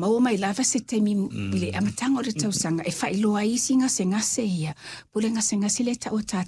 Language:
Samoan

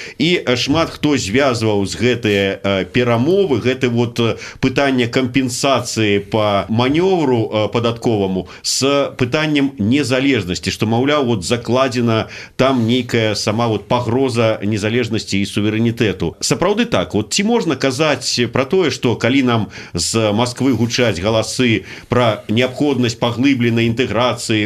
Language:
Belarusian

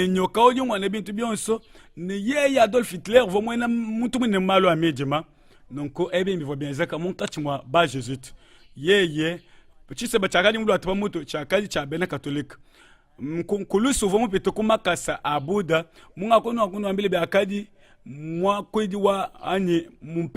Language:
Luba-Lulua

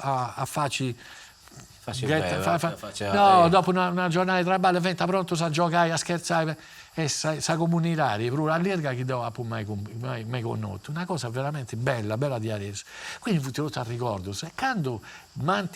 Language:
Sardinian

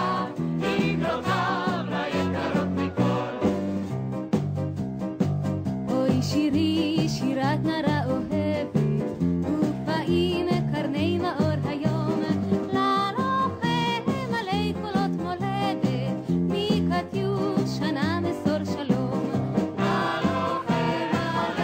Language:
Hebrew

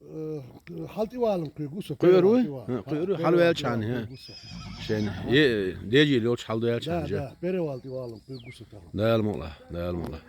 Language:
Chechen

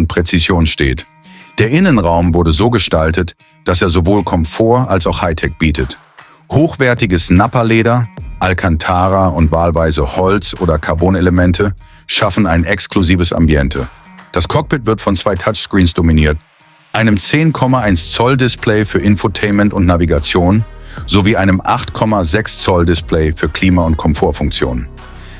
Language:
Swiss German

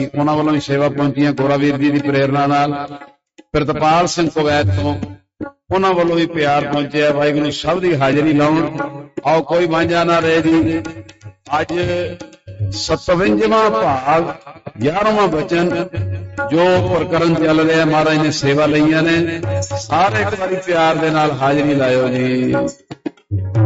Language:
Punjabi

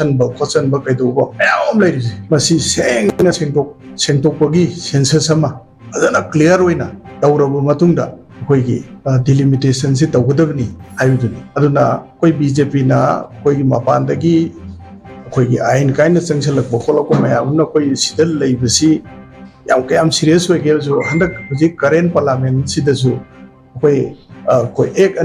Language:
Manipuri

